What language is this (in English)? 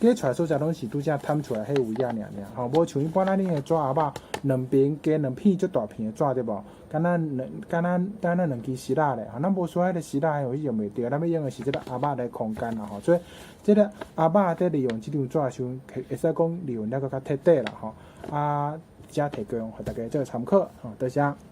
Min Nan Chinese